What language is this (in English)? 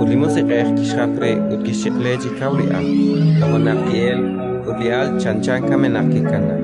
Kekchí